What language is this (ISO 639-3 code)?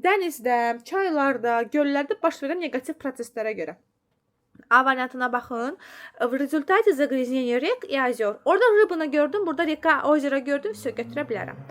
aze